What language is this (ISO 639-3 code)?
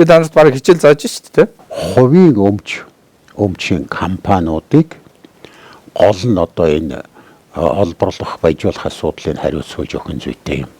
mon